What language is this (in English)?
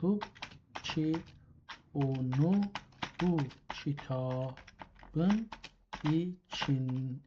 South Azerbaijani